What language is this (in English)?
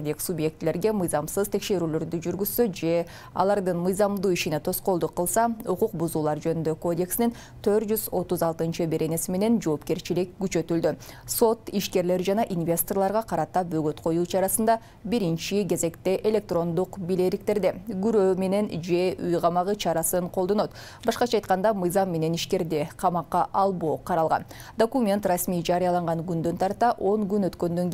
Kyrgyz